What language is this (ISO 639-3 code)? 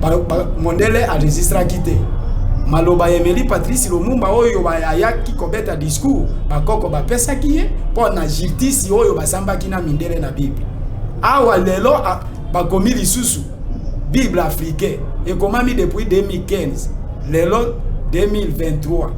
lin